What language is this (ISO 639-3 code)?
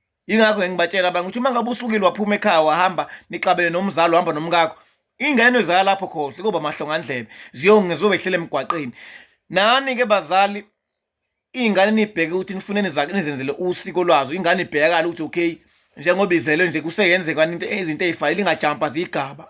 zul